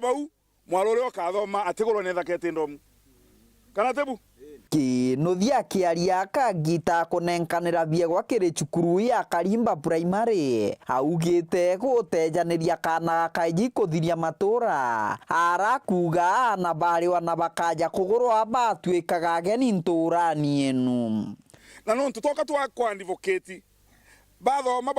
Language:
Meru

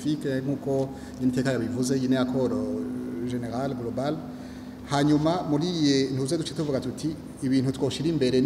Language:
Rundi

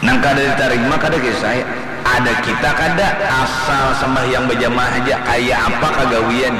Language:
Banjar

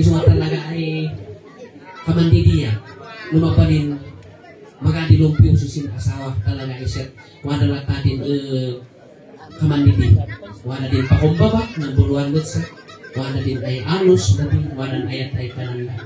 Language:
Kankanaey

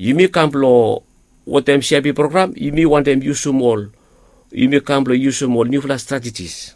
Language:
Bislama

